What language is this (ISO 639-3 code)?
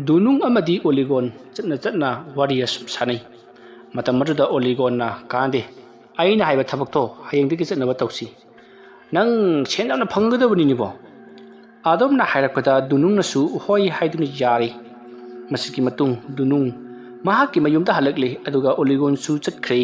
mni